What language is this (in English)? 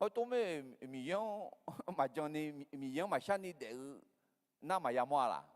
Akha